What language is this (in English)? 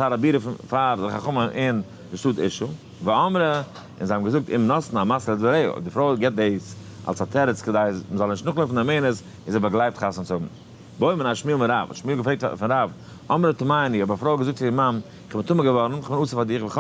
Yiddish